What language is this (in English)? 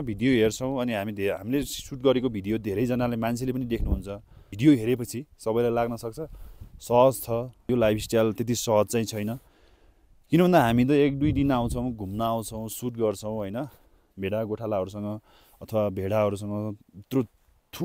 Nepali